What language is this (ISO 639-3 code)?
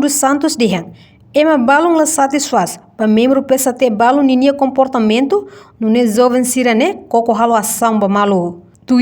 tet